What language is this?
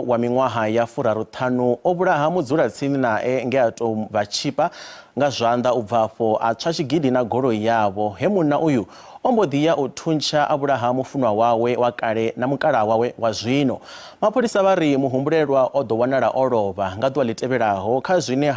Venda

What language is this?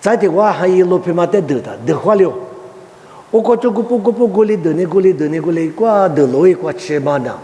Lisu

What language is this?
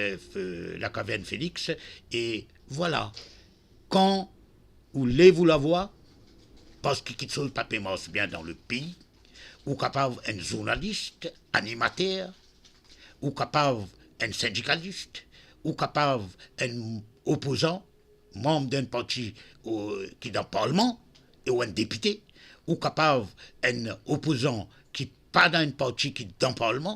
Morisyen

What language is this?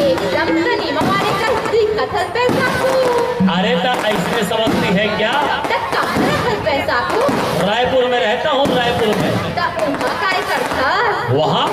Chhattisgarhi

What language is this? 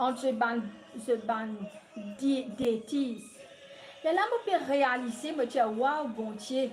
Morisyen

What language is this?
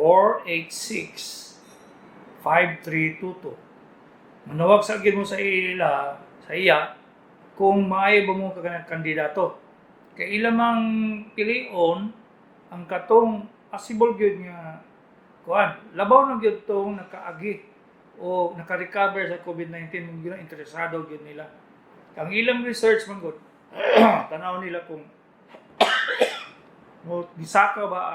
Cebuano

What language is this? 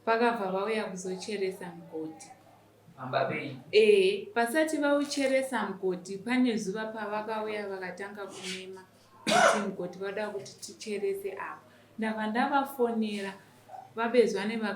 Shona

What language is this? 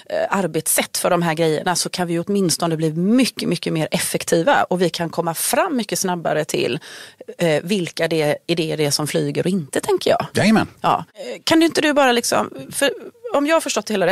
Swedish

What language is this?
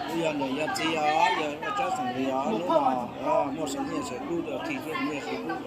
Hmong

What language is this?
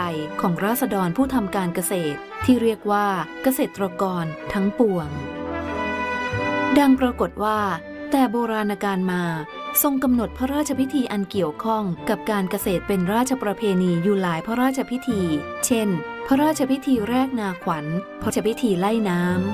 Thai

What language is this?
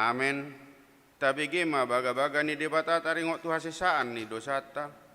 Batak Toba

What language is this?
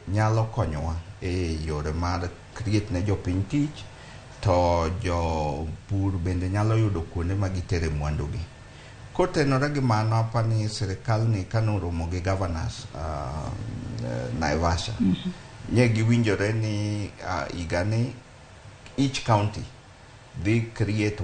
Luo (Kenya and Tanzania)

